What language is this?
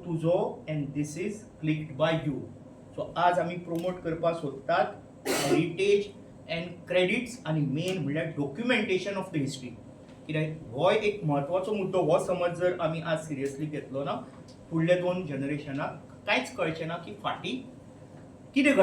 Konkani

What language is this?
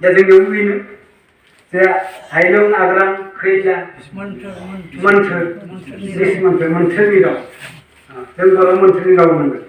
Bodo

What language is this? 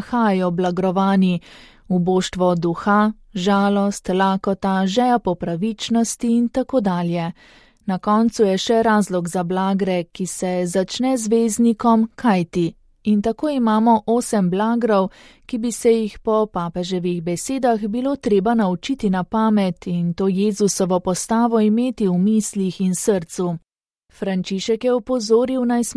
Slovenian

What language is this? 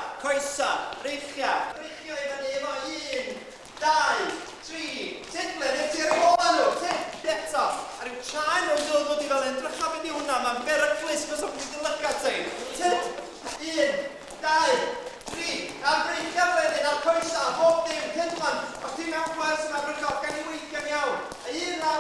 Welsh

